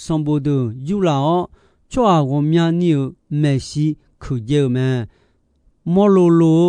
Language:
Akha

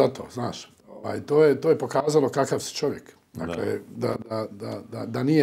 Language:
Bosnian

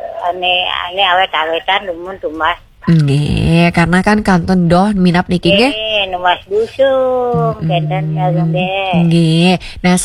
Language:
Balinese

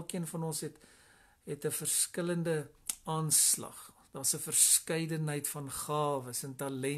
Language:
Afrikaans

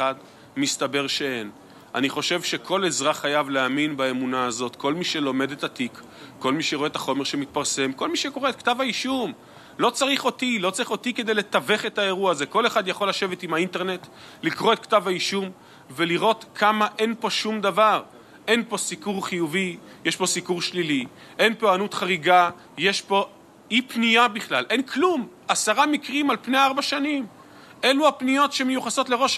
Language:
Hebrew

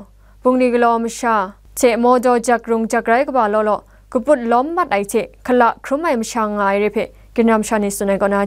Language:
Kachin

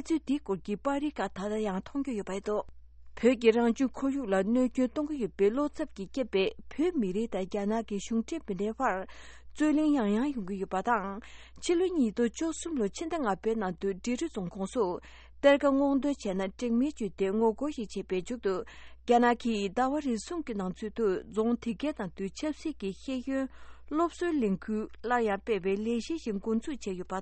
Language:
Tibetan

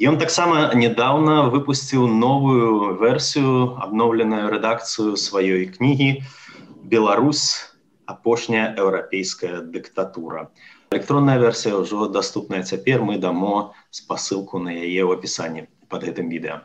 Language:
Belarusian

